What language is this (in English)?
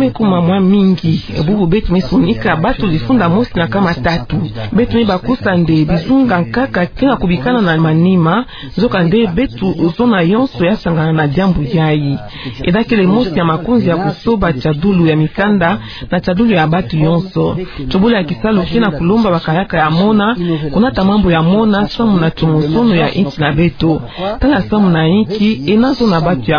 Kituba (Democratic Republic of Congo)